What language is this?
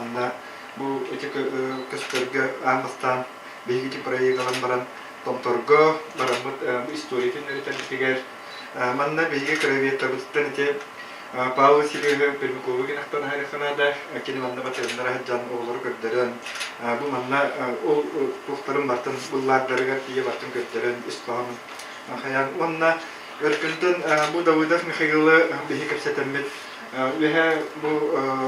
Yakut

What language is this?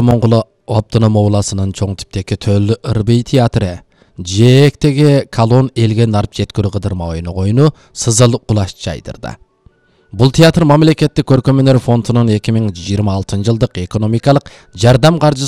Kyrgyz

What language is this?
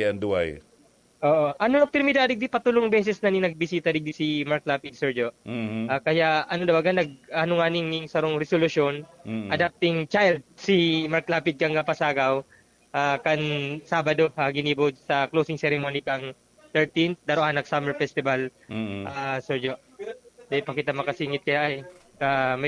Bikol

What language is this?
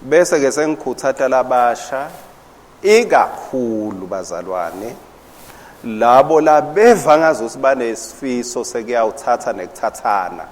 Swati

